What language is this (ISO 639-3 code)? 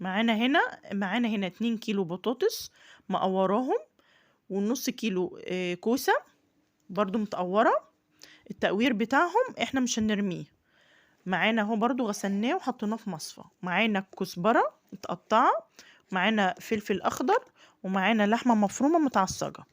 arz